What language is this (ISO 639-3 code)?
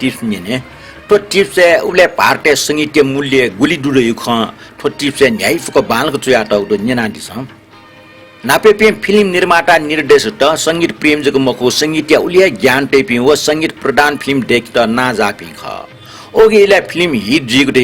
new